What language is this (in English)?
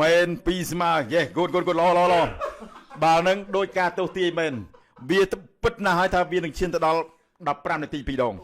Khmer